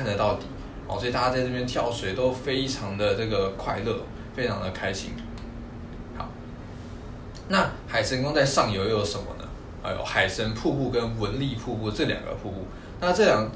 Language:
Chinese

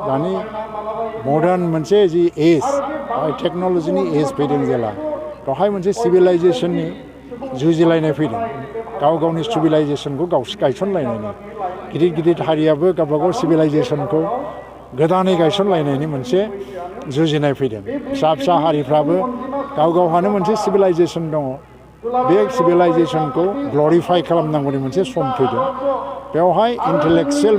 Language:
Bodo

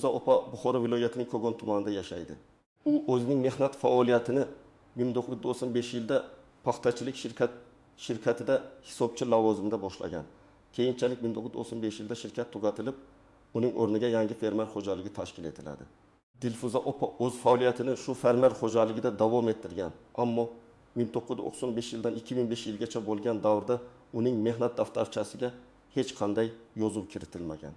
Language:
Uzbek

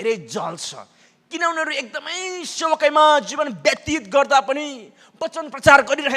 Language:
Nepali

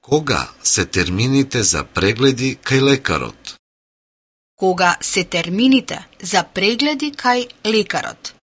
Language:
Macedonian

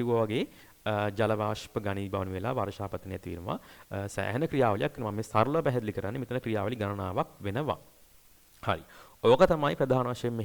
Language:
Sinhala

